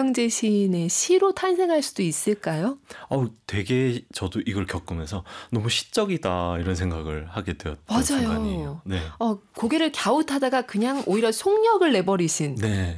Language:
Korean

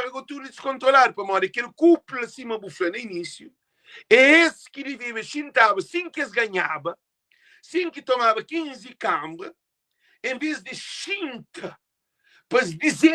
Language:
Kabuverdianu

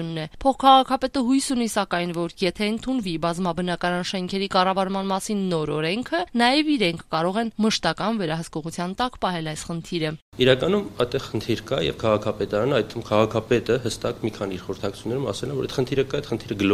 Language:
Armenian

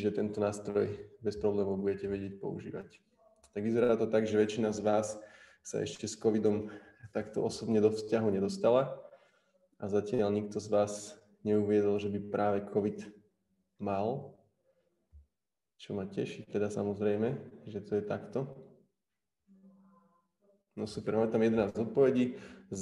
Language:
Slovak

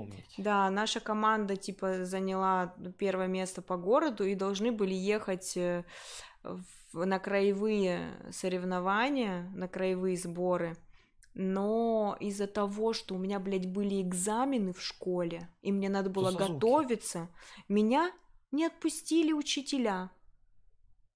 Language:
Russian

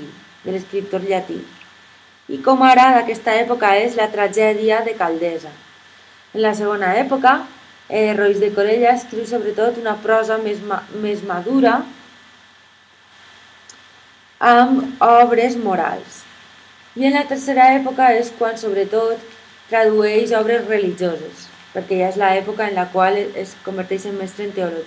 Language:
Catalan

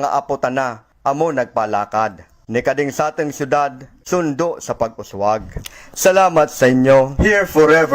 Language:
Bikol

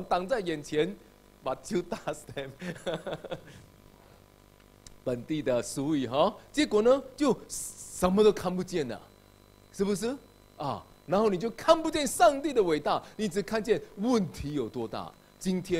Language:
Chinese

